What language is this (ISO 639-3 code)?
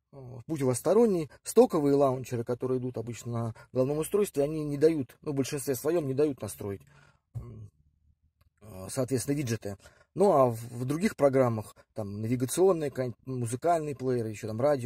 rus